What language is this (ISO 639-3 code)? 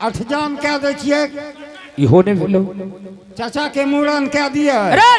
anp